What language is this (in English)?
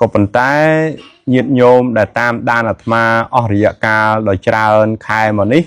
Khmer